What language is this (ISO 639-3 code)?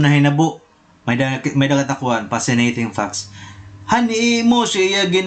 war